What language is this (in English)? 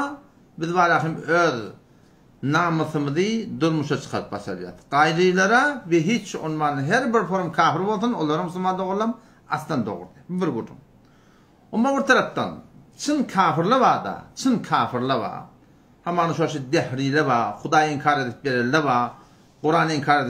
Turkmen